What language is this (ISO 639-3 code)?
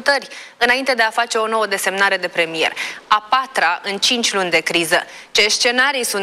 ron